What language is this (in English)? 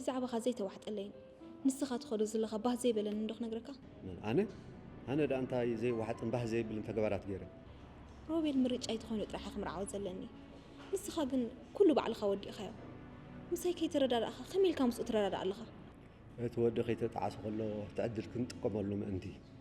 Tigrinya